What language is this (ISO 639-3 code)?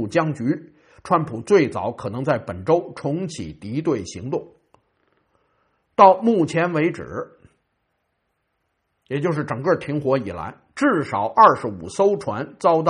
zho